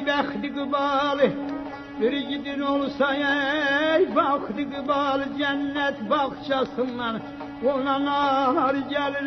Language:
South Azerbaijani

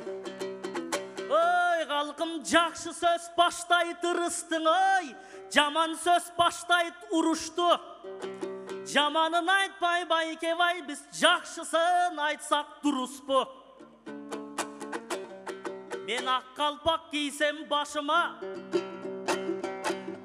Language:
Kyrgyz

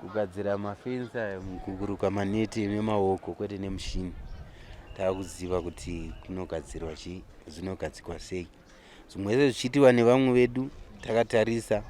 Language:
Shona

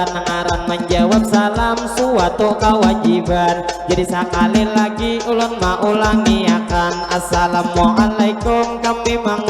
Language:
Banjar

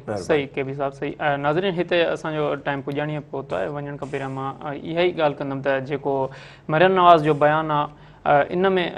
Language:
Sindhi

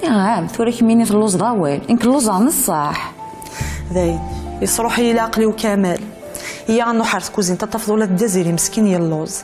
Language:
Kabyle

